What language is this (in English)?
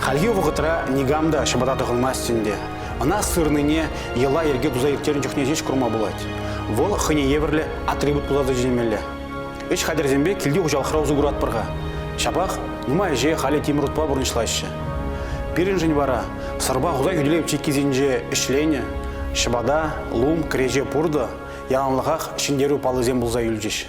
Chuvash